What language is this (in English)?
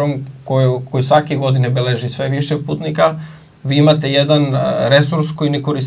Serbian